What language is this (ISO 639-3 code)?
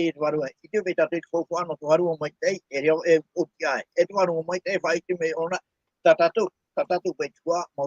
tah